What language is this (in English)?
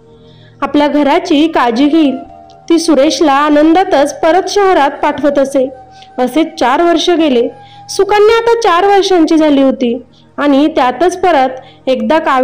Marathi